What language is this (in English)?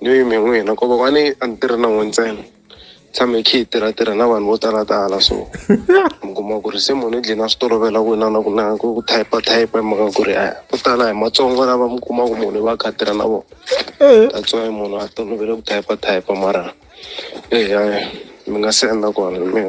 Tsonga